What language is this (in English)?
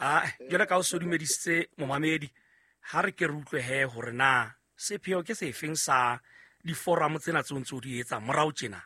Southern Sotho